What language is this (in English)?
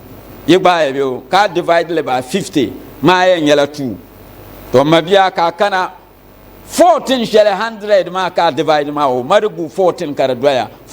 Dagbani